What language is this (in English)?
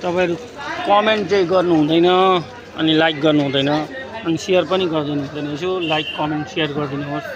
Nepali